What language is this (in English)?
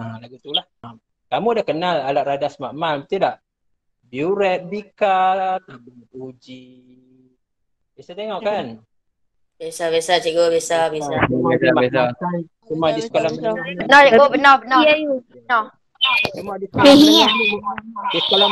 Malay